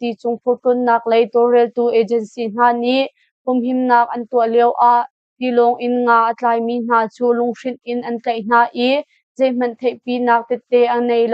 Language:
Hakha Chin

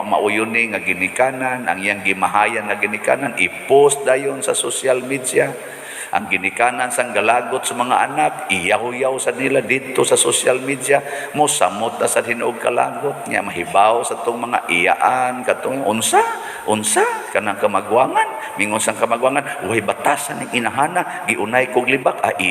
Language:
Cebuano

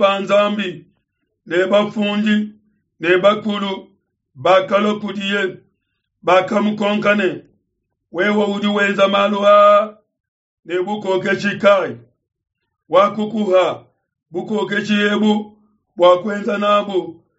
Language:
Luba-Lulua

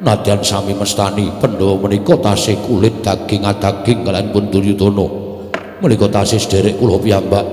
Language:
Javanese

